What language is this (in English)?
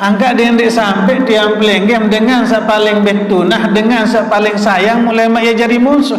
Sasak